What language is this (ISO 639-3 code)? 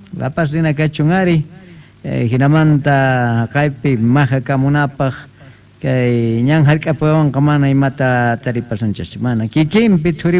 que